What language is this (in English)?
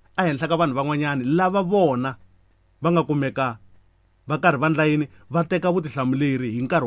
Tsonga